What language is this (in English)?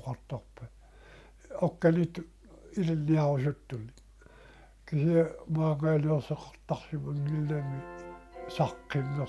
Kalaallisut